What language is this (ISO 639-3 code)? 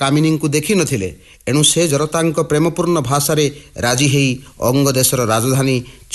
ori